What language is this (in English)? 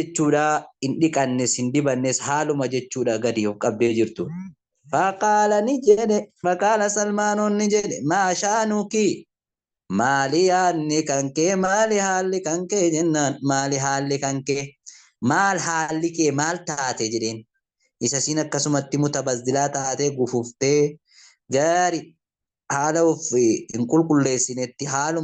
Oromo